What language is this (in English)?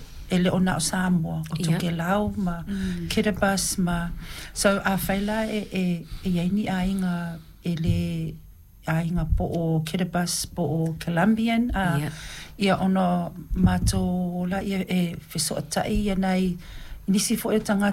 Samoan